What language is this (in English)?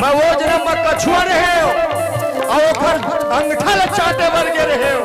Chhattisgarhi